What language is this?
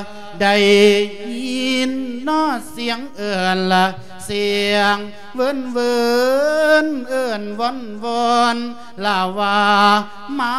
Lao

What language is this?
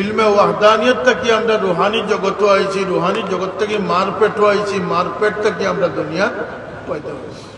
Sylheti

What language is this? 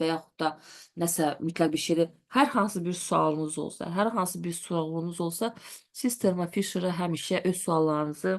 Azerbaijani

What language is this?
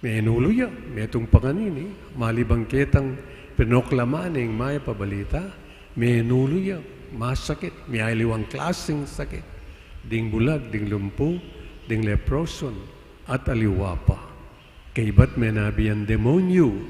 Pampanga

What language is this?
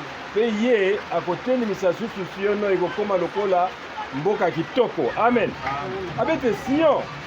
Lingala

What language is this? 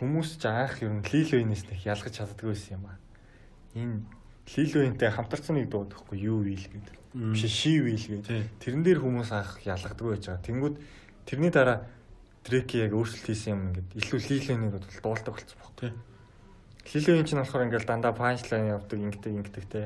Mongolian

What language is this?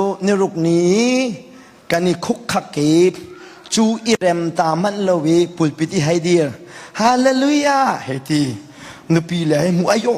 Hakha Chin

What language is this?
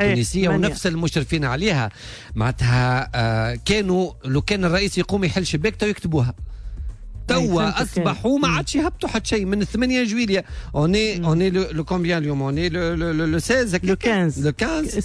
Tunisian Arabic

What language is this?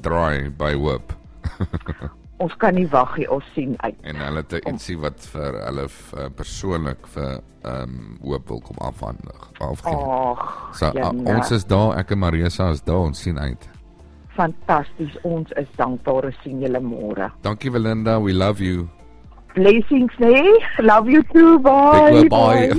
Afrikaans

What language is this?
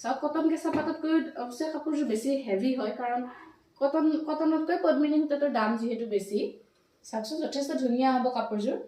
Assamese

